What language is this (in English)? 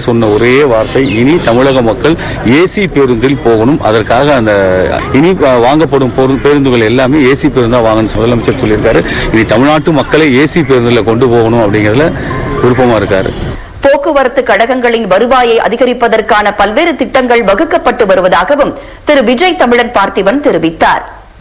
Tamil